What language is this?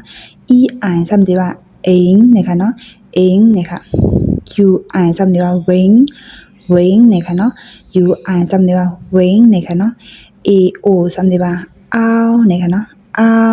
Shan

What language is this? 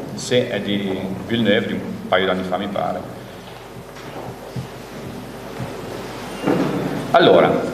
Italian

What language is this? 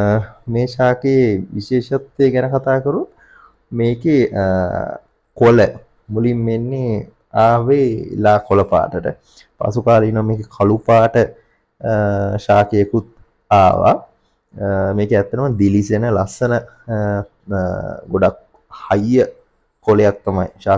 Sinhala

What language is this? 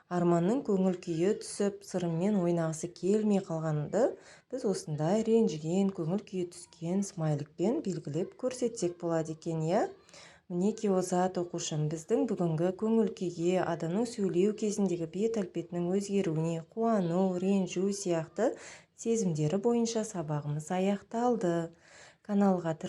Kazakh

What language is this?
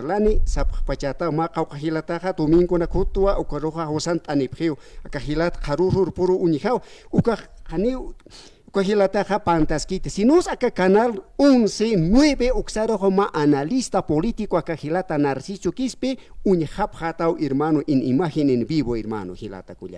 Aymara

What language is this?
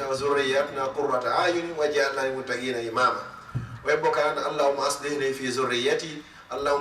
Fula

